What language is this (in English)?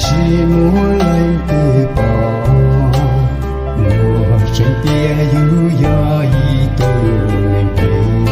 Hmong